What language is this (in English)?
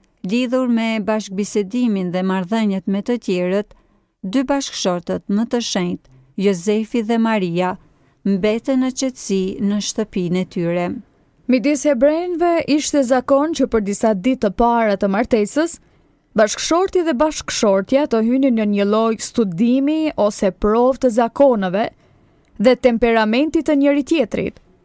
Albanian